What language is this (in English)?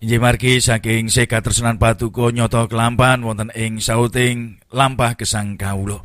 Javanese